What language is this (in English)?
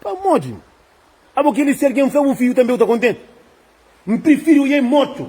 Kabuverdianu